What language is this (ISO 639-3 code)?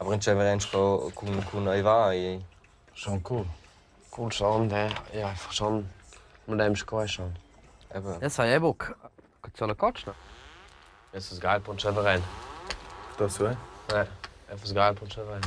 roh